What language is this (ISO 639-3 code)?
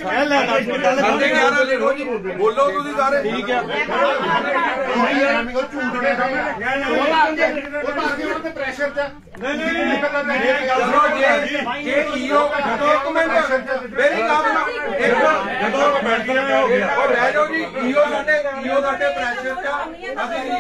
pan